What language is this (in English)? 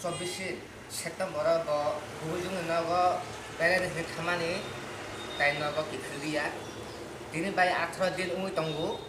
Kok Borok